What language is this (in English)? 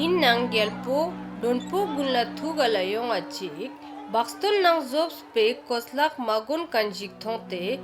Ladakhi